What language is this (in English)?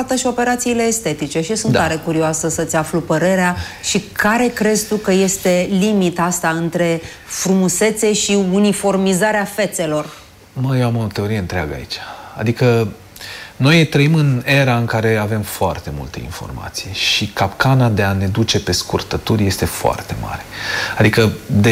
Romanian